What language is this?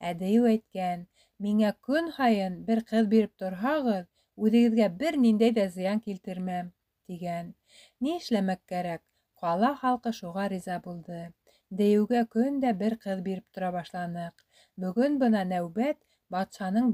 Bashkir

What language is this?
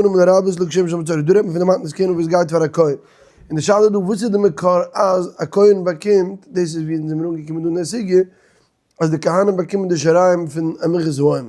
Yiddish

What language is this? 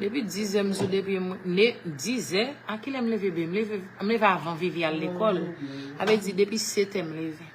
Haitian Creole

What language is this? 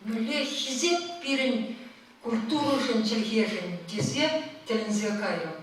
Chuvash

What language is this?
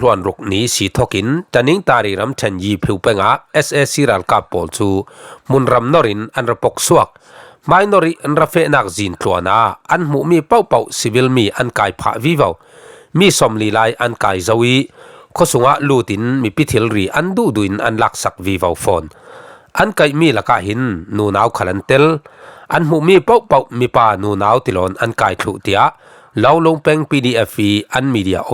Falam Chin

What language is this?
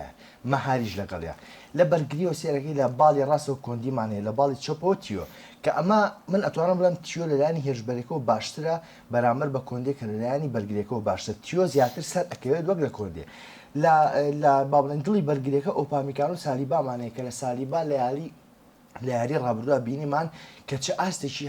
Central Kurdish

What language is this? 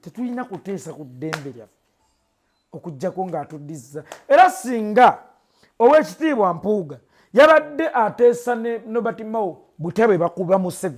Ganda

